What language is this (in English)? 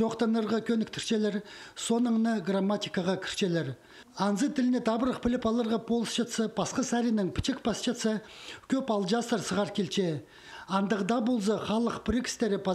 Khakas